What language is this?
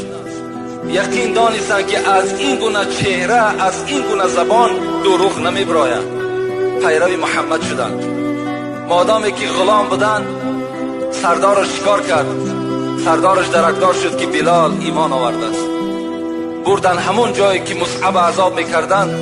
Tajik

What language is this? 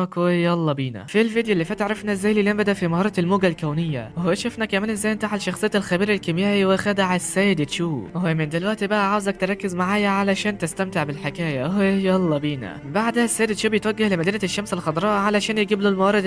Egyptian Arabic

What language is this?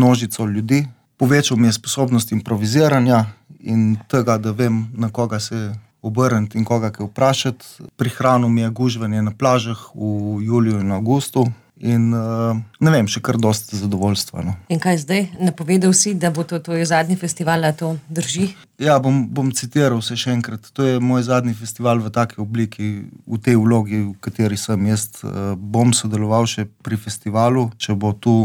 Slovenian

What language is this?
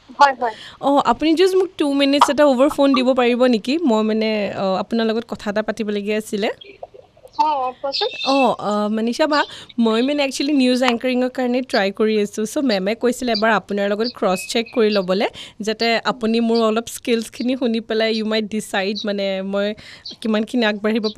Assamese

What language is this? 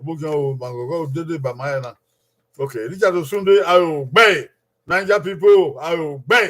Bini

